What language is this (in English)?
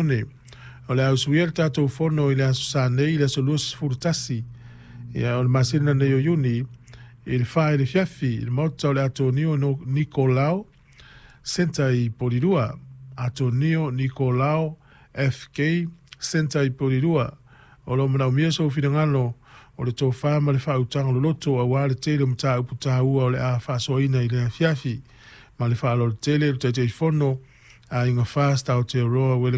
Samoan